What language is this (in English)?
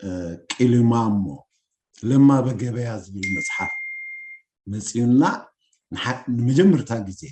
Tigrinya